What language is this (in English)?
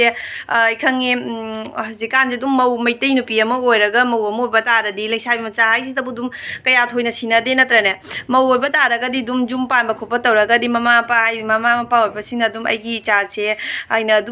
Manipuri